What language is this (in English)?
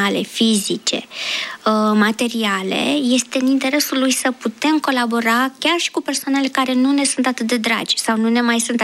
Romanian